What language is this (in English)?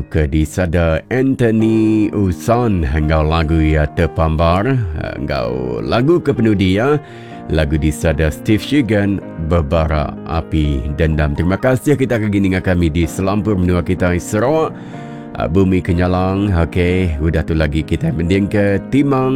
Iban